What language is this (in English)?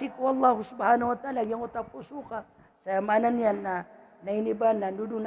Maranao